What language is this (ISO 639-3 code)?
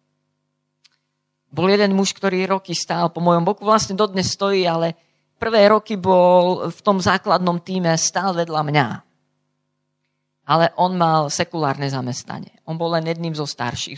slk